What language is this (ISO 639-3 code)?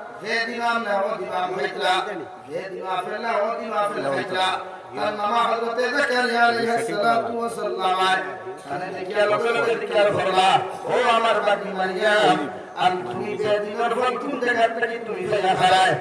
syl